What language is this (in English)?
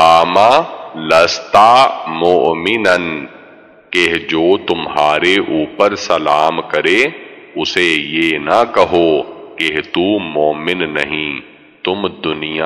Urdu